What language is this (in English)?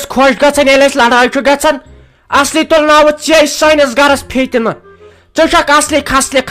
Kashmiri